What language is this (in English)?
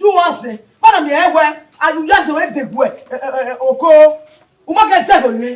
Bini